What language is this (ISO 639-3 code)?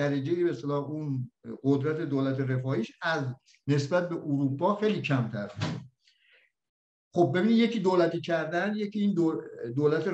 fas